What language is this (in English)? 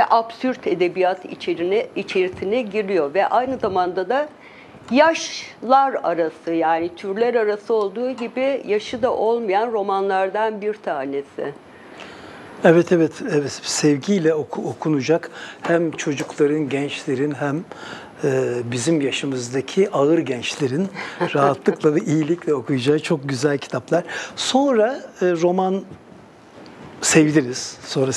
Turkish